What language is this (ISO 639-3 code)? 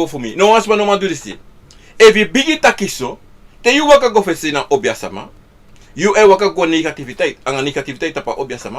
srn